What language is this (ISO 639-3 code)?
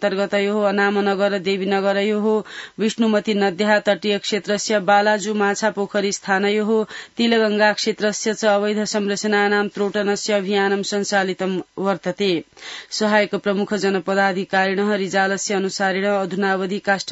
san